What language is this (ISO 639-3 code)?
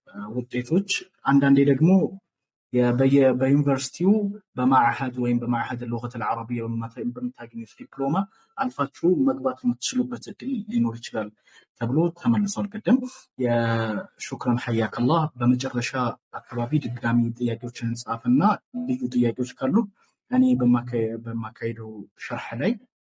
amh